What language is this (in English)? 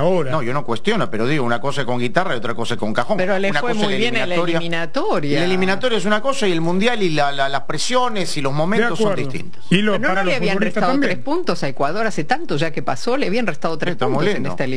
Spanish